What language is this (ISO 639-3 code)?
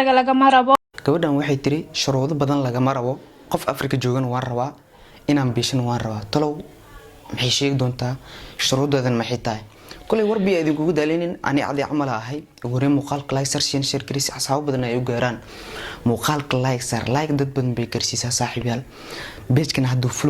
som